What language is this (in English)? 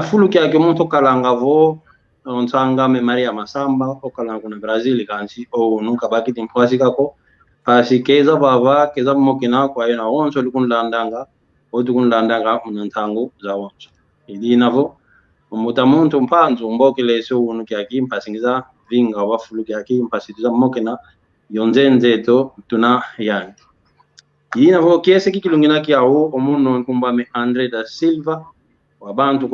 San Salvador Kongo